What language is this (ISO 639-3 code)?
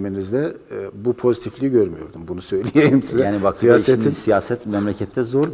tur